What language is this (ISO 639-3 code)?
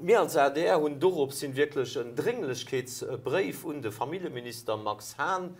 ltz